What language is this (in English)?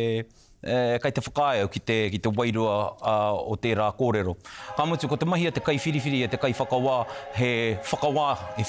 Māori